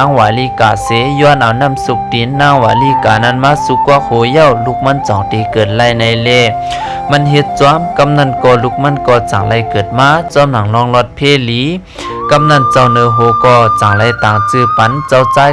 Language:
Shan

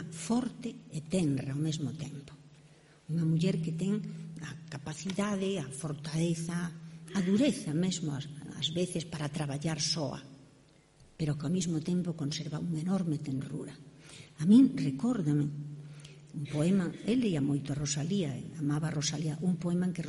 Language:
Galician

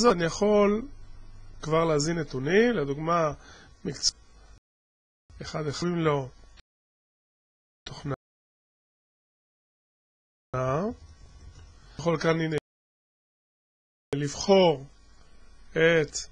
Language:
Hebrew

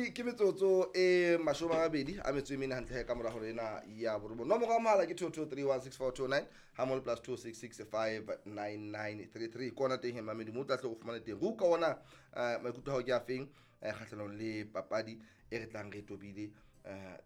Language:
Southern Sotho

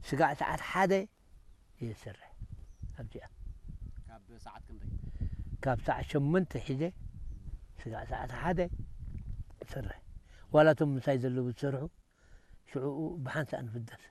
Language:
Tigrinya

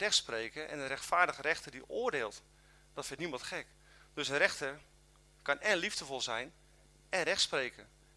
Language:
Dutch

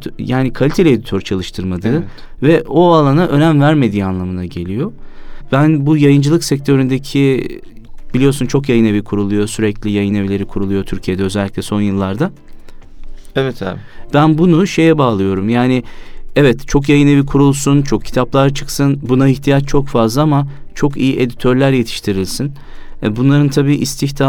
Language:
Turkish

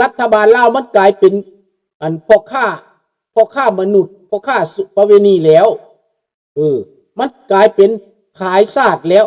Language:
Lao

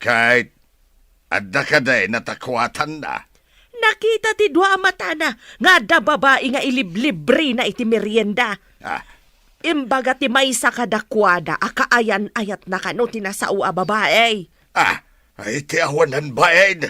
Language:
Iloko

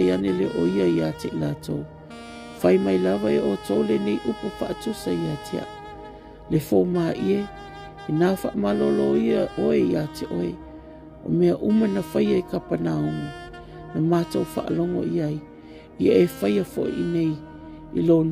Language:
Samoan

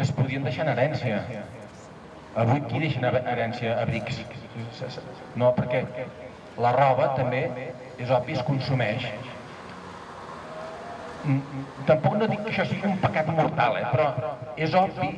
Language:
Catalan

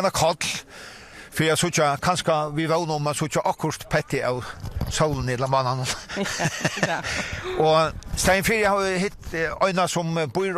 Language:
Faroese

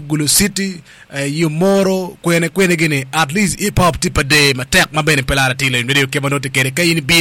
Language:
Acoli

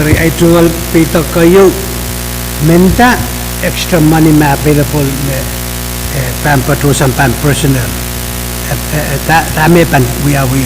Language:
Pohnpeian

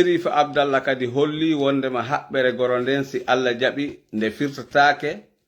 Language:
Fula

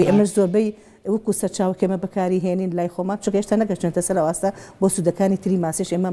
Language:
Central Kurdish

